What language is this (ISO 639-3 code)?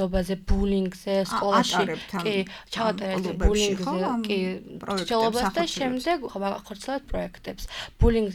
kat